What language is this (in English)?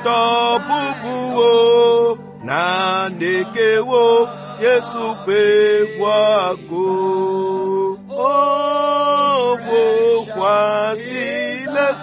Ewe